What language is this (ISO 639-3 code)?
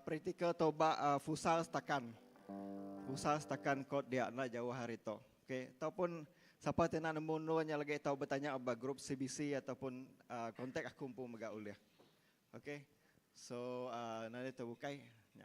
iba